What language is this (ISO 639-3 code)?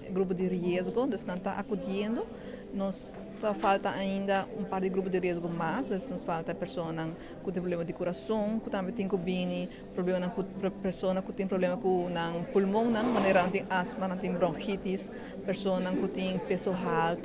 pap